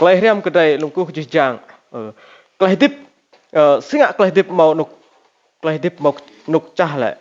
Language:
Rade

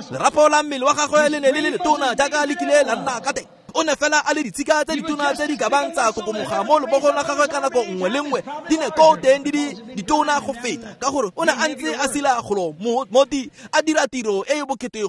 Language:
Tswana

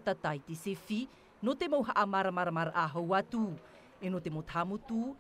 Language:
Tahitian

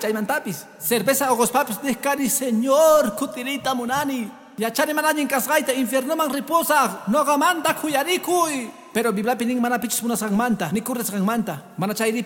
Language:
Quechua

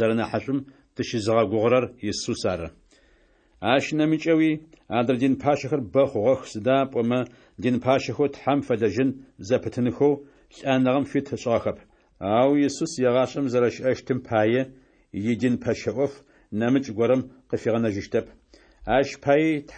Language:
Adyghe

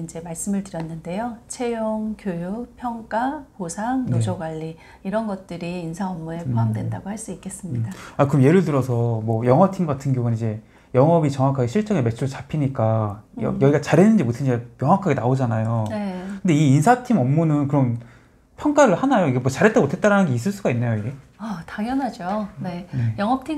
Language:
Korean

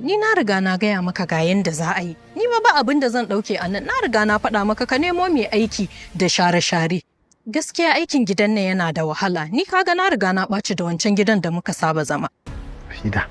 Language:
Hausa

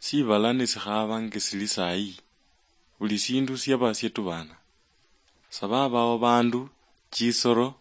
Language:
Luyia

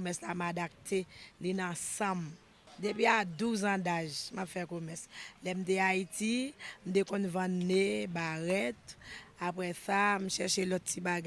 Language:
Haitian Creole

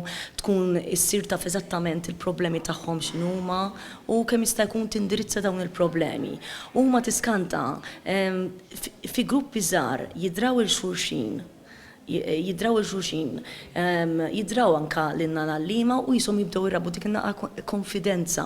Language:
Maltese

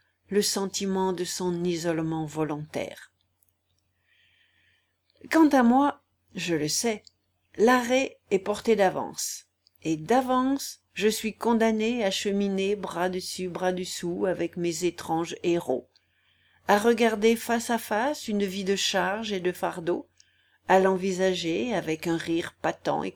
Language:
French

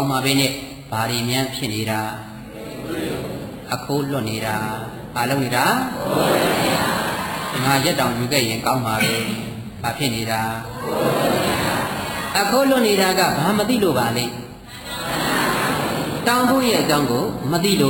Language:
Burmese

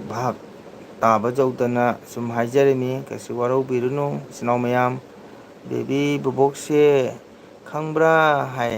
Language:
Manipuri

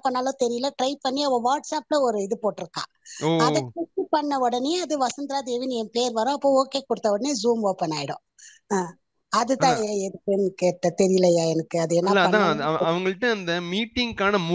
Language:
Tamil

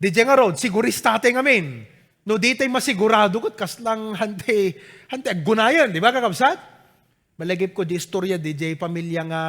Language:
Iloko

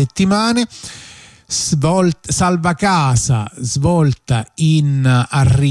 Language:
Italian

